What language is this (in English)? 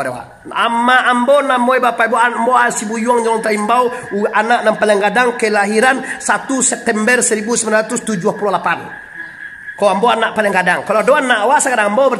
Minangkabau